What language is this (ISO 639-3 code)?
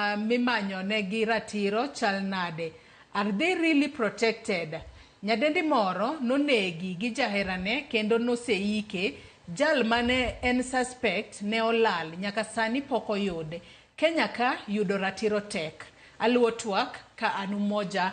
luo